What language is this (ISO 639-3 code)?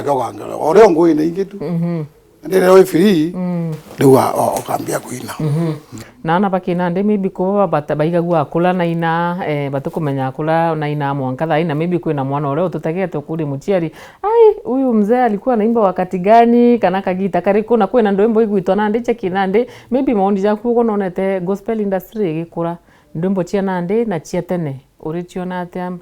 mer